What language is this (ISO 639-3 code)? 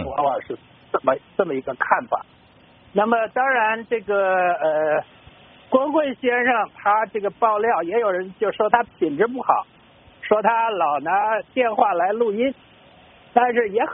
zho